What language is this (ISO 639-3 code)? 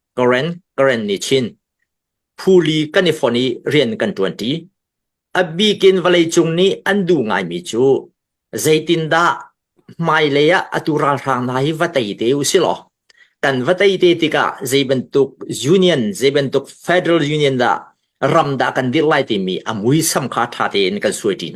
cnh